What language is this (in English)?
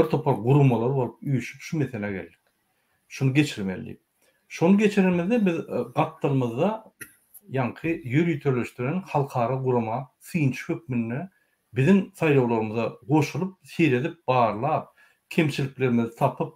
Turkmen